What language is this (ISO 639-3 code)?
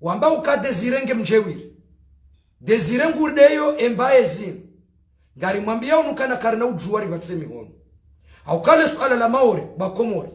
zdj